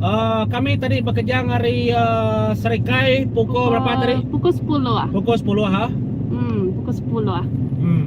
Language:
Iban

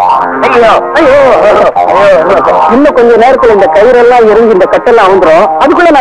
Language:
Tamil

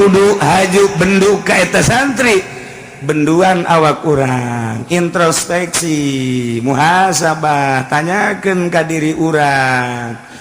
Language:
Sundanese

